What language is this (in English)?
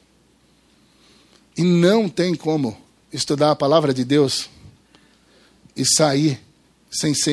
Portuguese